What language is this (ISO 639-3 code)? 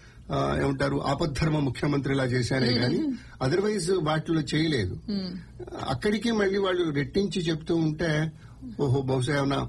tel